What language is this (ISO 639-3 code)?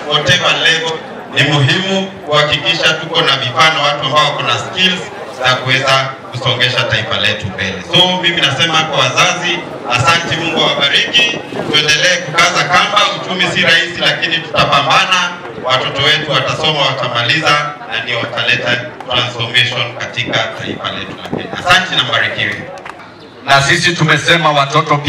swa